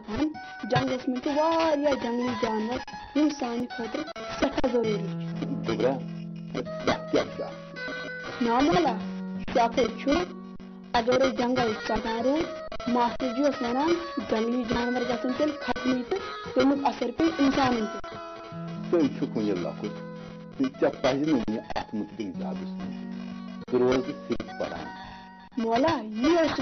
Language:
Kashmiri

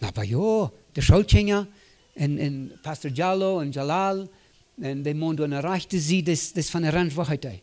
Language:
Plautdietsch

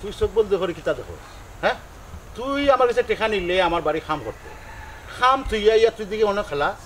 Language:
Sylheti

